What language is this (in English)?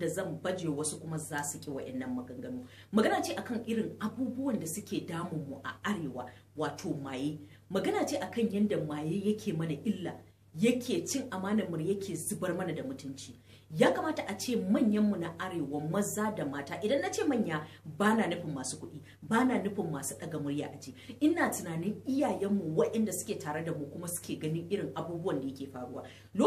Hausa